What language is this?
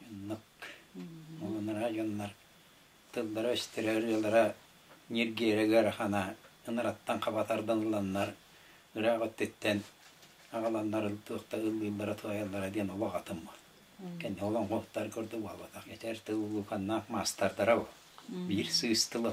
Yakut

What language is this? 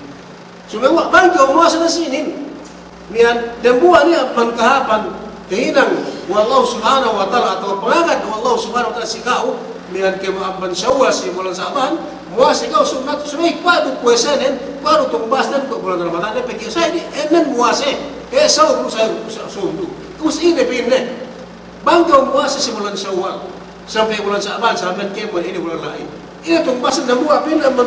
Yakan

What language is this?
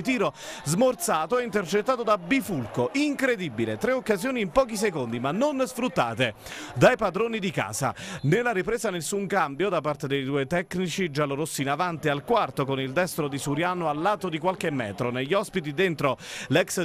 Italian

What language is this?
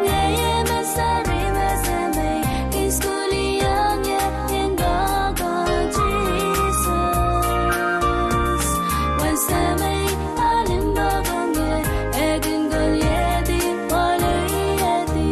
Pohnpeian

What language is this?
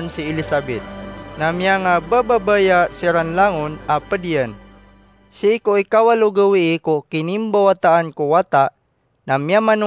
Maranao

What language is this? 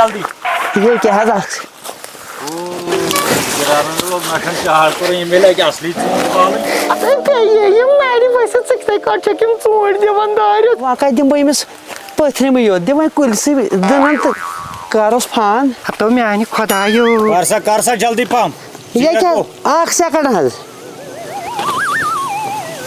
Kashmiri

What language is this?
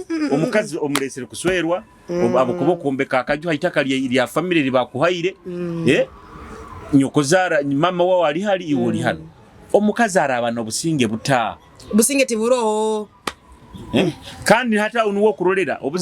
Nyoro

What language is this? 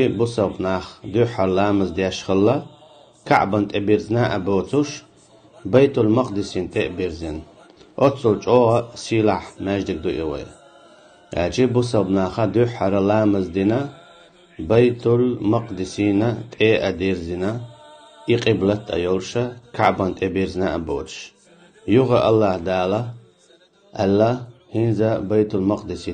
Chechen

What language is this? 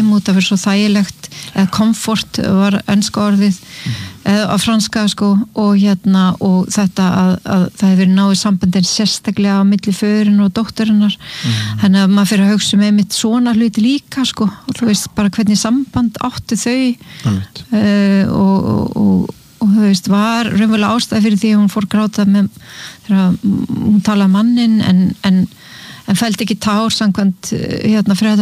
Icelandic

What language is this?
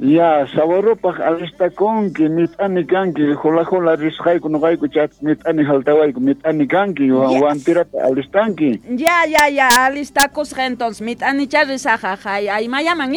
Quechua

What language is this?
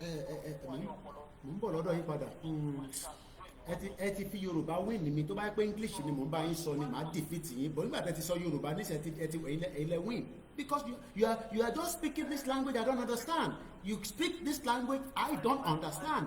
Yoruba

